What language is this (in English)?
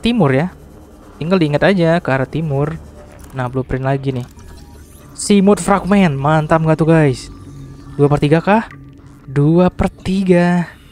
Indonesian